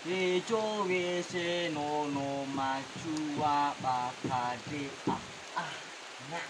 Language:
Nias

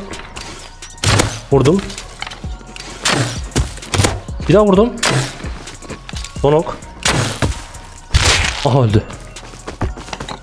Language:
Turkish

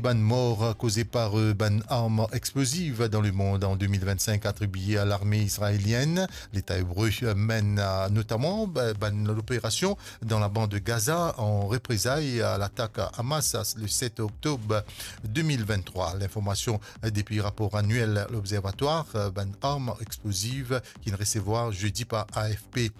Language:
Morisyen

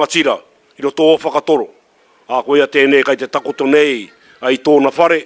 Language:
Māori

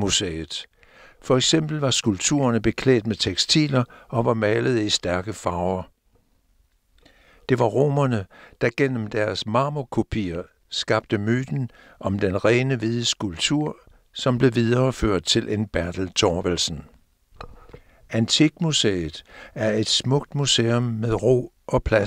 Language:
Danish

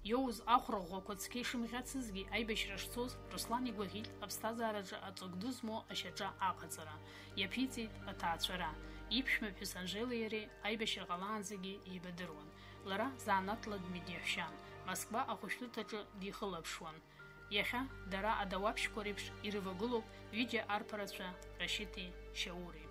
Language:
Abkhazian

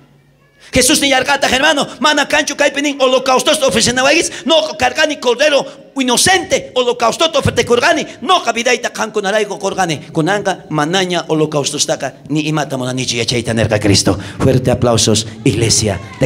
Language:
South Bolivian Quechua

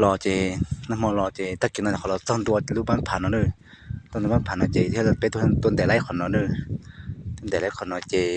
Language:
Hmong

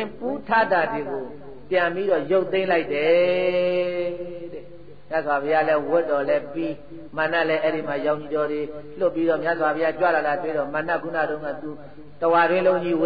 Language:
Burmese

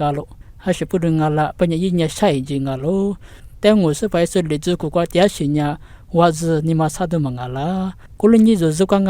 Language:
Lisu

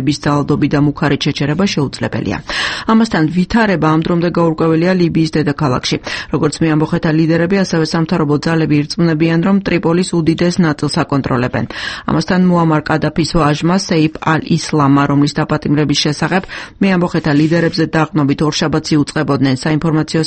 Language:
Georgian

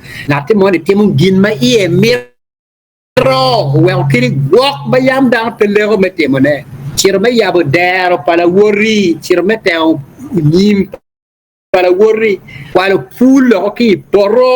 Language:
Acoli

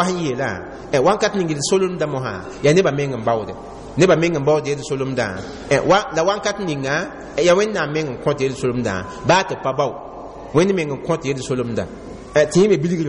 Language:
Mossi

